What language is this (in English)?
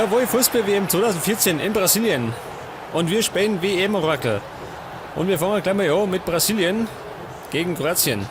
Bavarian